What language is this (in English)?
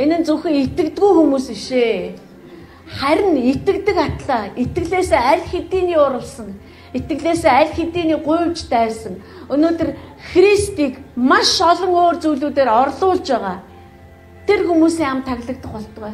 Mongolian